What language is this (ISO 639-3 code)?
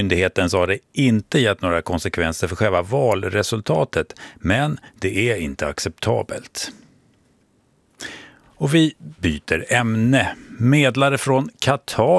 swe